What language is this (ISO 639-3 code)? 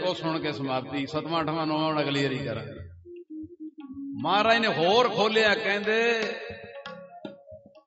pan